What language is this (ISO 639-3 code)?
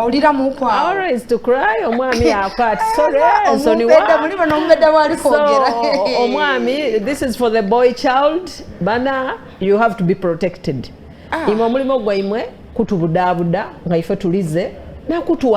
xog